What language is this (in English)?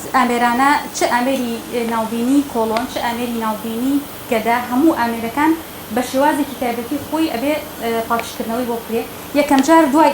Central Kurdish